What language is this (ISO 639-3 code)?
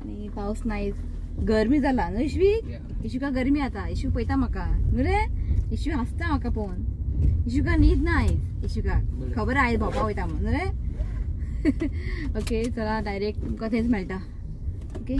kok